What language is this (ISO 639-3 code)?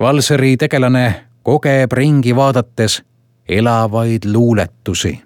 est